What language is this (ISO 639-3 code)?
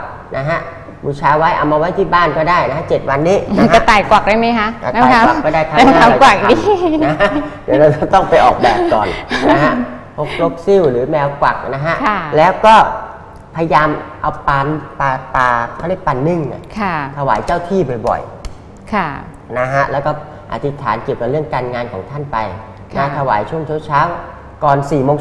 tha